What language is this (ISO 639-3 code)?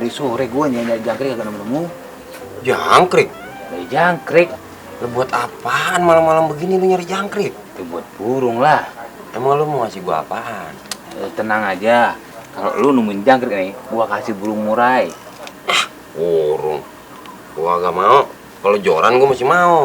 bew